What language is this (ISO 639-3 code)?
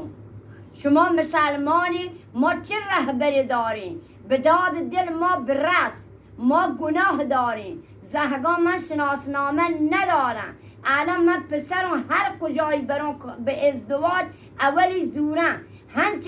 bgp